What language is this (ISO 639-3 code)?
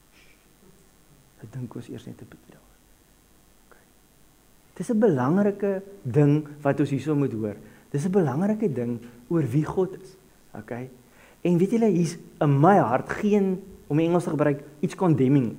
afr